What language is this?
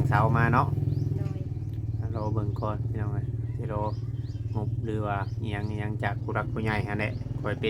Northeastern Thai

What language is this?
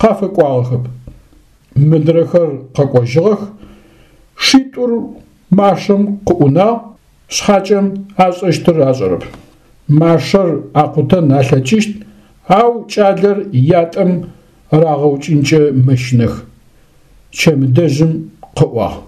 Adyghe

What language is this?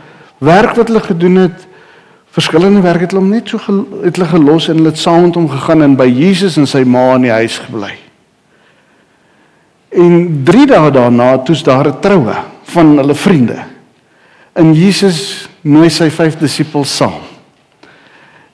Afrikaans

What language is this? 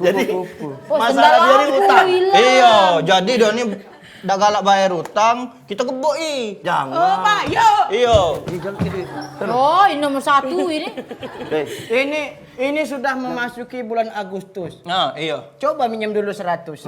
Musi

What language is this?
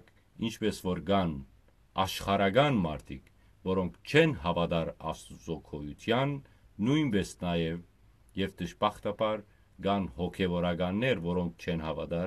Western Armenian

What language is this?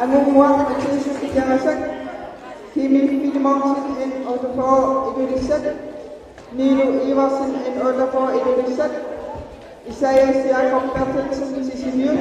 Kalaallisut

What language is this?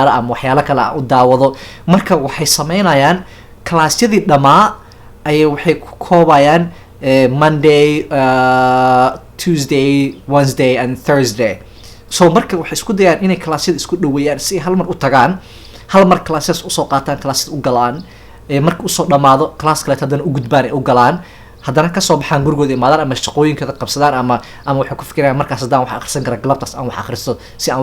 Somali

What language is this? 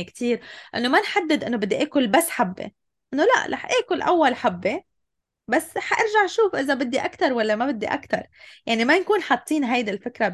North Levantine Arabic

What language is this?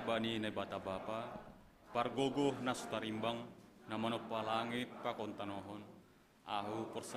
Batak Simalungun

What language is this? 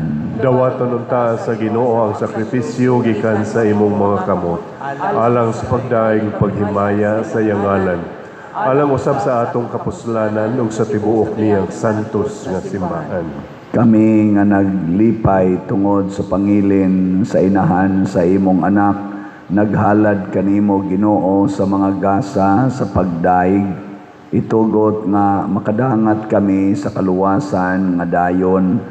Cebuano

